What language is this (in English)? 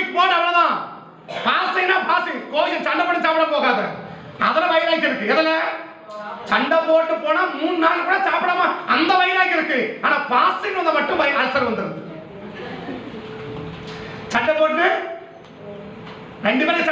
Tamil